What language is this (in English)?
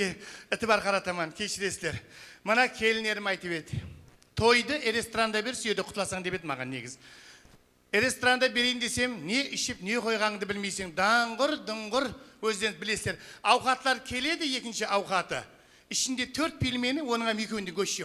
Kara-Kalpak